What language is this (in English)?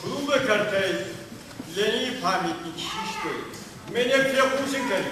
Ossetic